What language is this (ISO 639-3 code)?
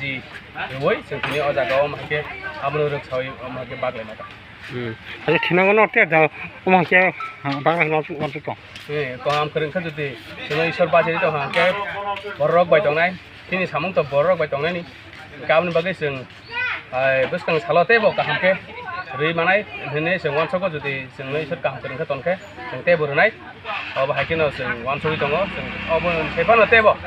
trp